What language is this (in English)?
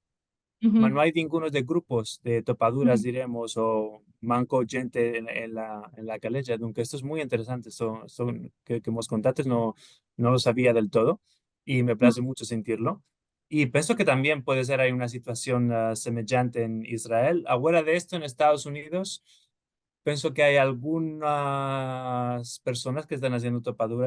Ladino